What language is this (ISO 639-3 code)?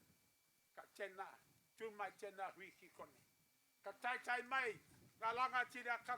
mri